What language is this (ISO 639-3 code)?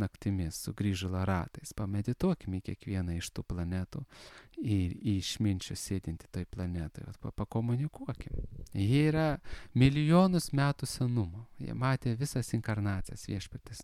lit